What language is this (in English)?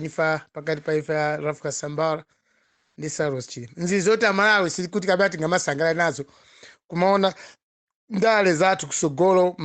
Nyanja